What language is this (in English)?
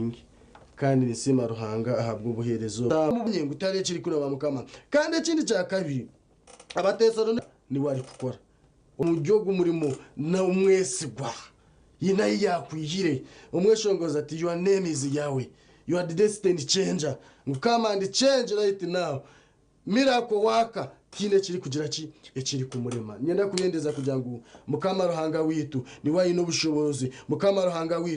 Nyankole